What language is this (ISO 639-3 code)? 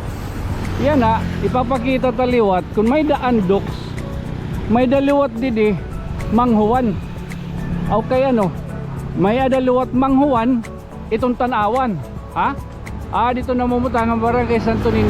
war